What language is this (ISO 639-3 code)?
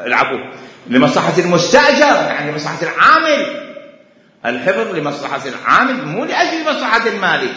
acm